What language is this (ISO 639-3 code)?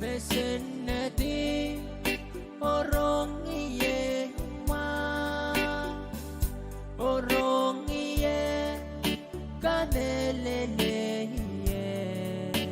pon